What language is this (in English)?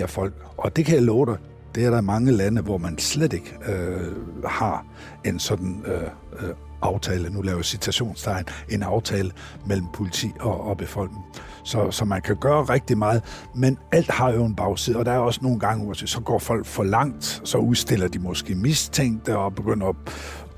Danish